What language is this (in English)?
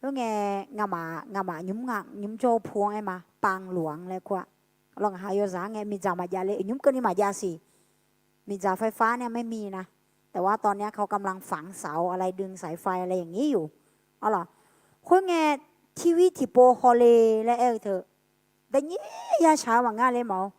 Akha